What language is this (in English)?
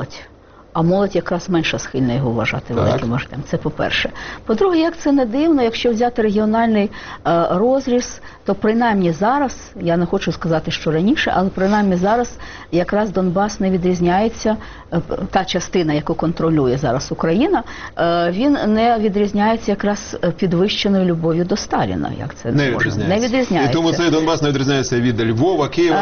Ukrainian